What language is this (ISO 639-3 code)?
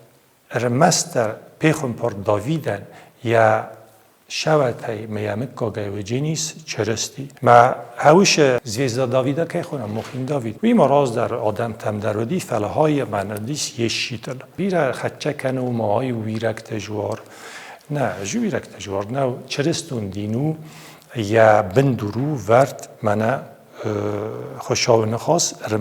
oss